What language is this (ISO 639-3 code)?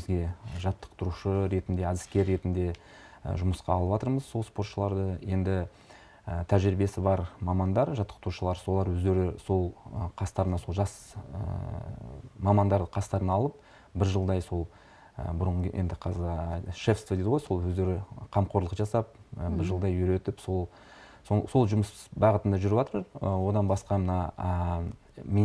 kaz